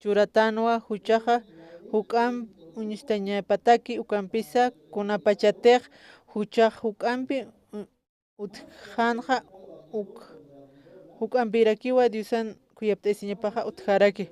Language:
Aymara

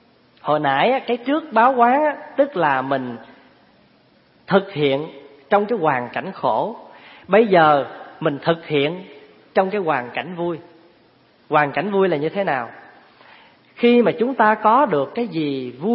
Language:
Vietnamese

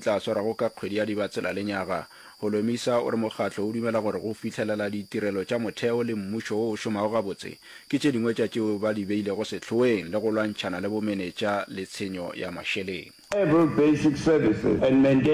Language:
Northern Sotho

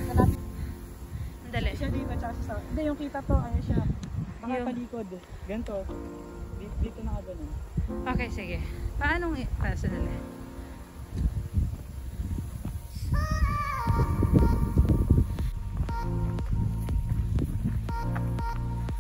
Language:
Filipino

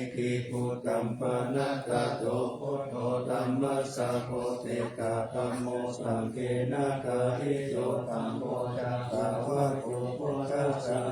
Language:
Pali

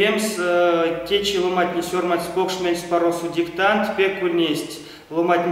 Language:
Erzya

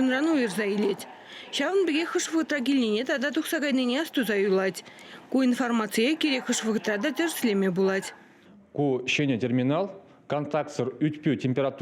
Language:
Chuvash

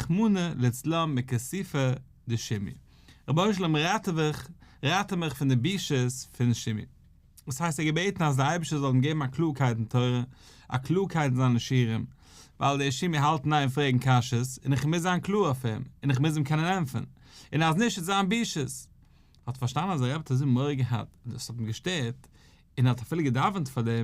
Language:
Yiddish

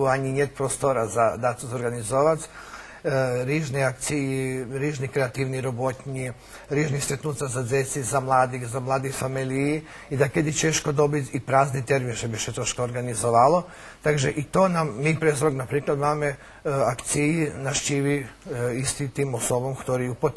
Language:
Rusyn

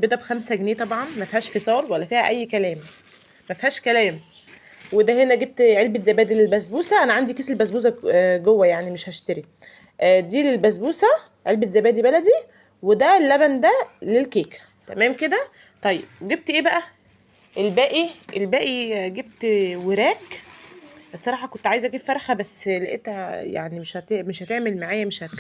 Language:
Egyptian Arabic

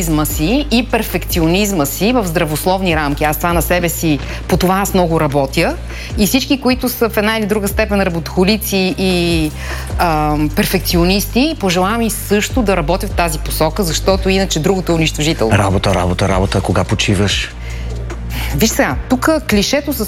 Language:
Bulgarian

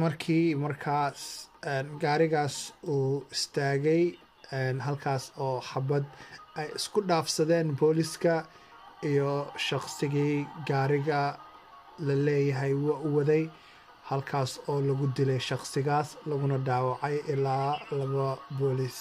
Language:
Somali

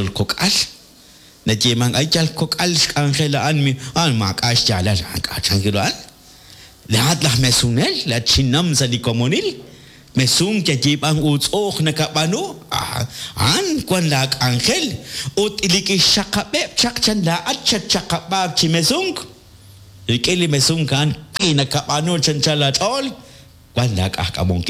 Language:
Kekchí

